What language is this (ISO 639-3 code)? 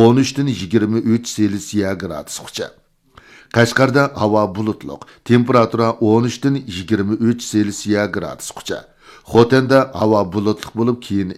uig